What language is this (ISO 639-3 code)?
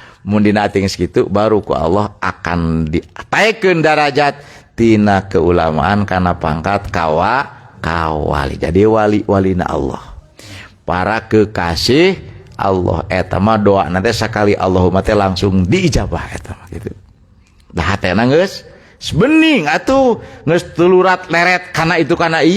sun